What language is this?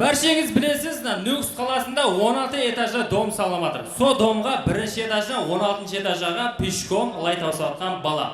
Kara-Kalpak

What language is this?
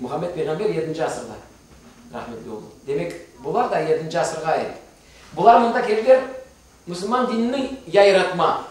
Crimean Tatar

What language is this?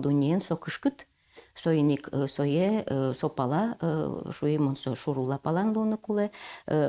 Udmurt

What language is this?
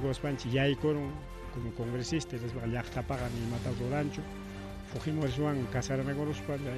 Ayacucho Quechua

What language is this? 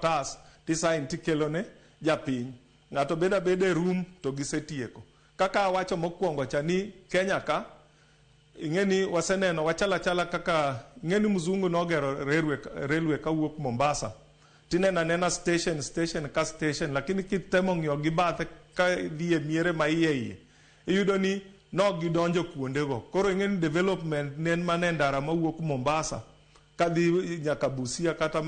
Luo (Kenya and Tanzania)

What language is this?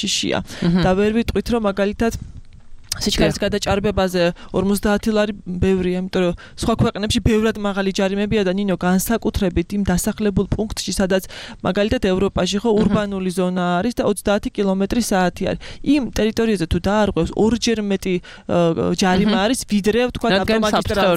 Georgian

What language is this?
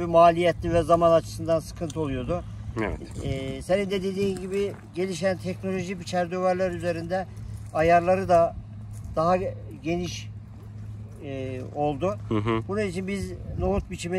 Turkish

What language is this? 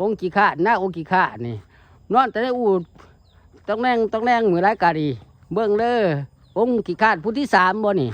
Lao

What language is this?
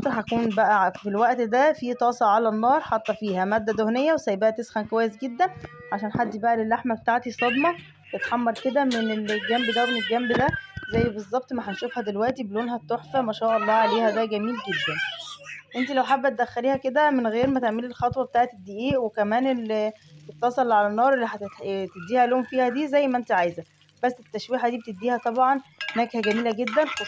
Egyptian Arabic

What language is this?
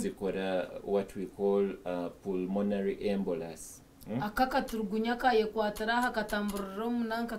Nyankole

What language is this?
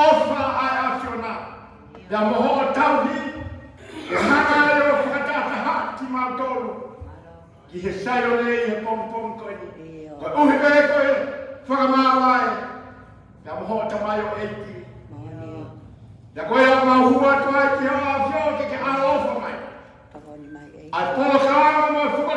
Tongan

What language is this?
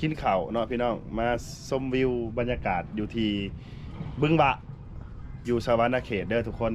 Lao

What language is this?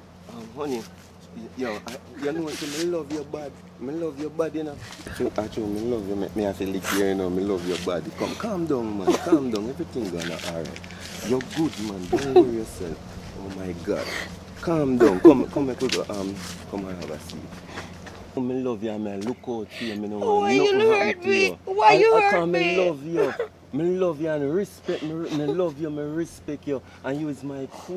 Jamaican Creole English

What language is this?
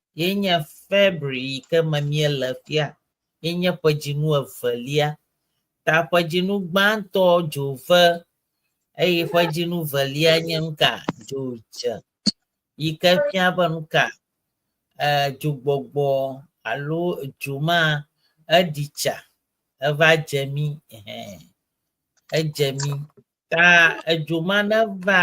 Ewe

